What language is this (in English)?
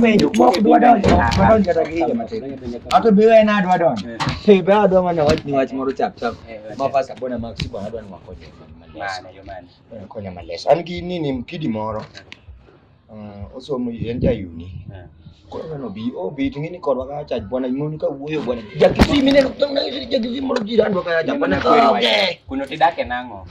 Luo (Kenya and Tanzania)